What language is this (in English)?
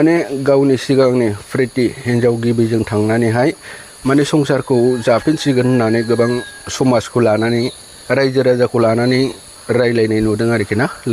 Bodo